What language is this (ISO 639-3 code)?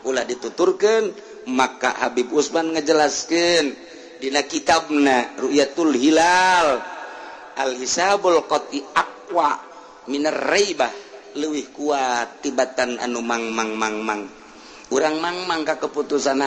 sun